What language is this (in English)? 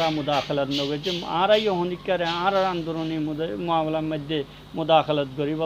Rohingya